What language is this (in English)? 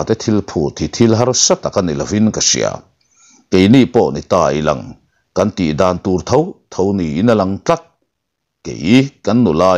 Mizo